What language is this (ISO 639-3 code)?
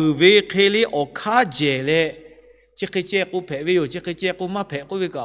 lhu